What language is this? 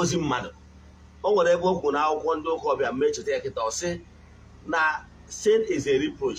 Igbo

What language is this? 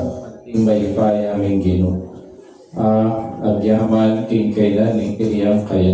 Pampanga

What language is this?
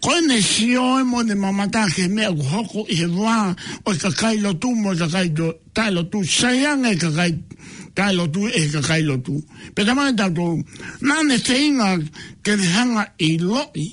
Tongan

